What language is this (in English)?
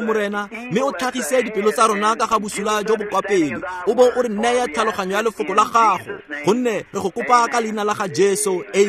Tswana